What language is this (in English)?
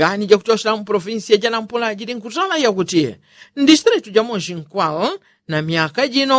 Yao